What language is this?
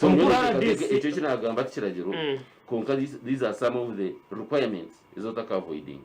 Nyankole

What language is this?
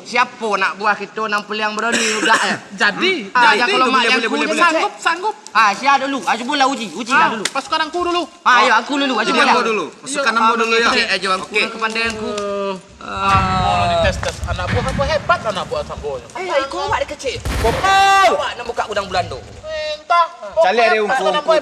Minangkabau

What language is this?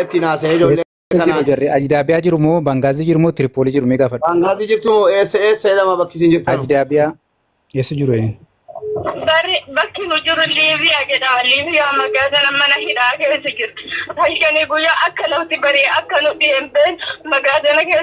Oromo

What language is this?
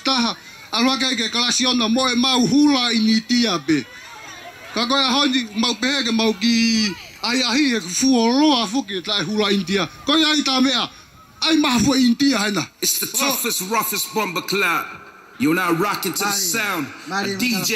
Tongan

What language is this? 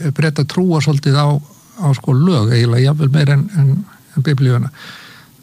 Icelandic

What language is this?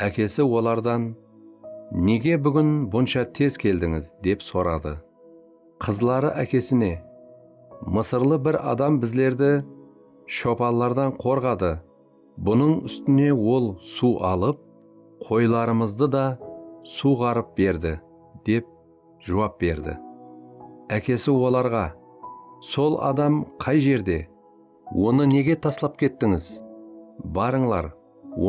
Kara-Kalpak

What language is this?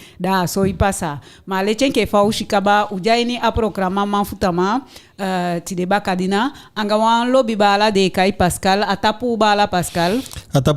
Eastern Maroon Creole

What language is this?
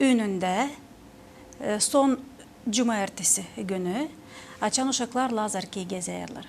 Gagauz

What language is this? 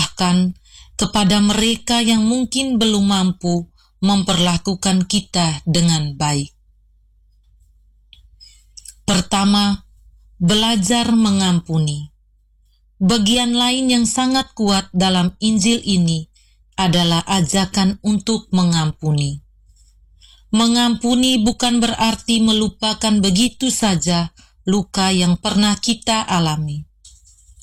Indonesian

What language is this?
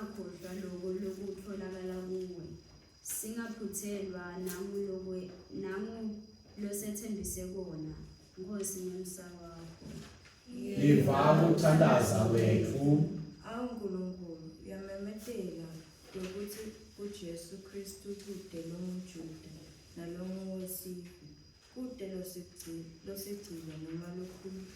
Swati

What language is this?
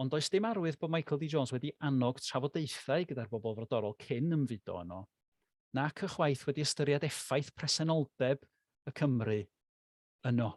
Welsh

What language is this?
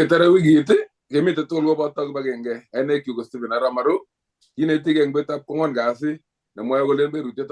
Kalenjin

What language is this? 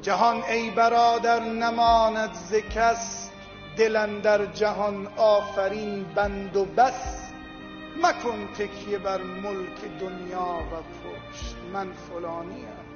Tajik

